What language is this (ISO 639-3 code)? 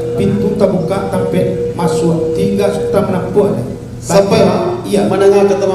min